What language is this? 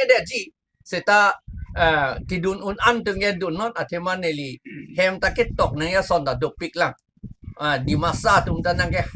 Karbi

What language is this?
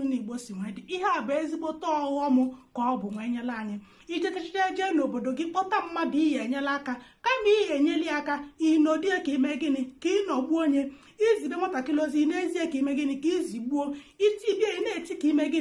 Igbo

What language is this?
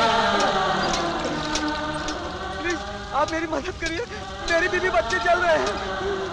Hindi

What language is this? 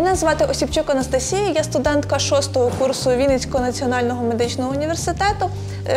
Ukrainian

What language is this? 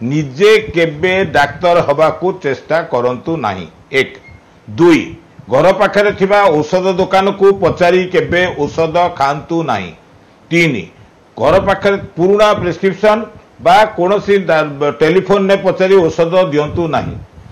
Odia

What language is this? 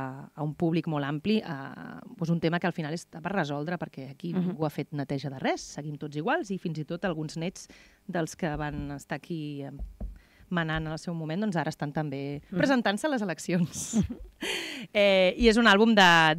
Catalan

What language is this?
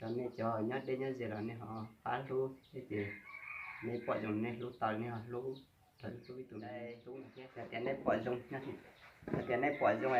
Hmong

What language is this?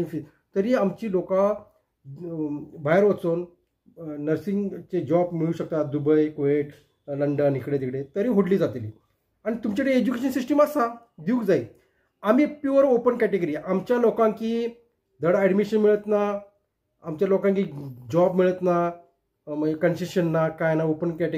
Konkani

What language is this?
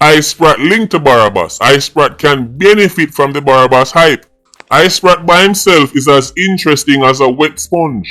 Jamaican Creole English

